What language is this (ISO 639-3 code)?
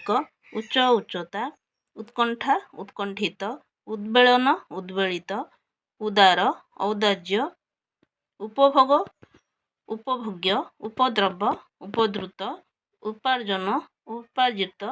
ori